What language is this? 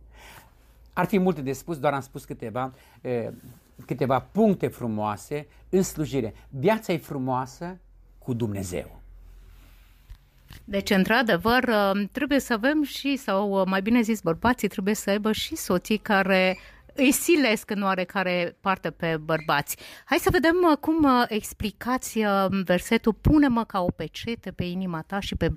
Romanian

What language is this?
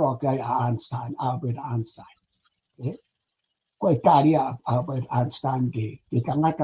Tongan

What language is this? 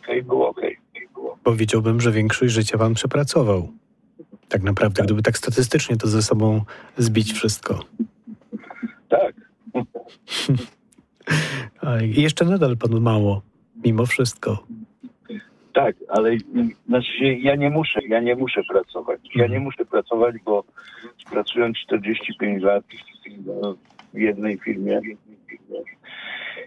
Polish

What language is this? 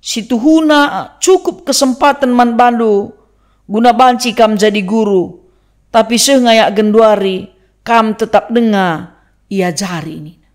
Batak Karo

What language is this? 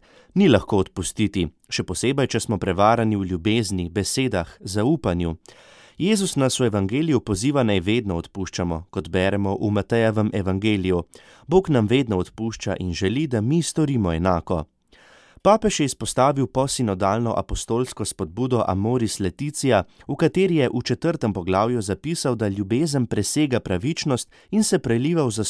Slovenian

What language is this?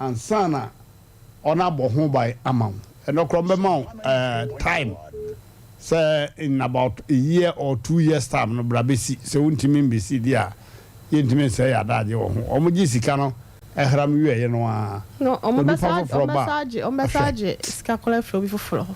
Akan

